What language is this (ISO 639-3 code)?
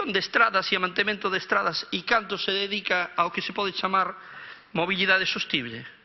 glg